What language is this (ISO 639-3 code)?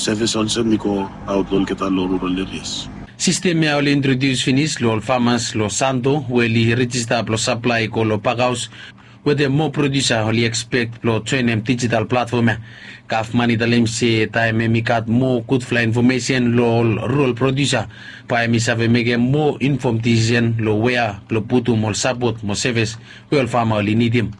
bis